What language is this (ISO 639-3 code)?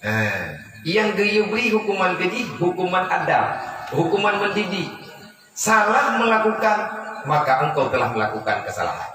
ace